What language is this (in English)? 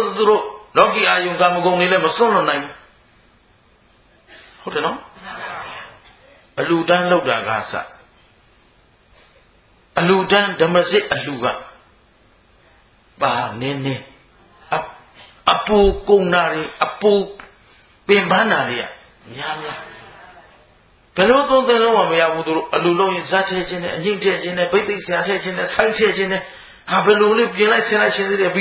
Burmese